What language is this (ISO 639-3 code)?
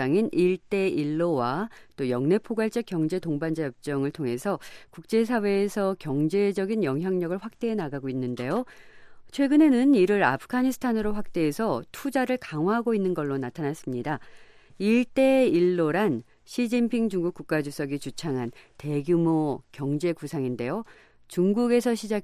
kor